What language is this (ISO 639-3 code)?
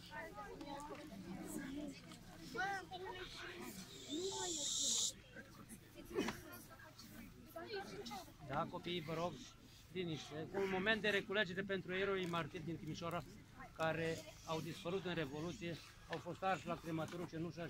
ron